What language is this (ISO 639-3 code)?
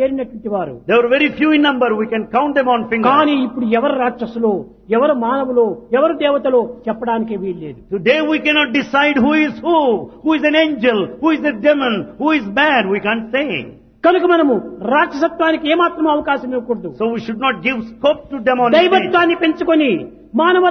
tel